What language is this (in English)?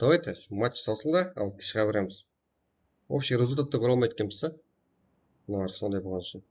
Kara-Kalpak